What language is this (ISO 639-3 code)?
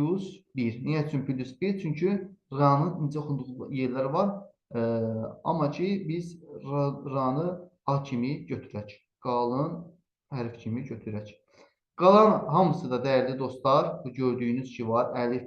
aze